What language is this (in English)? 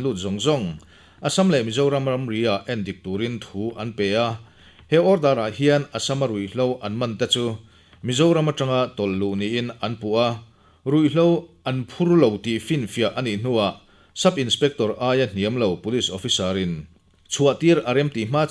Mizo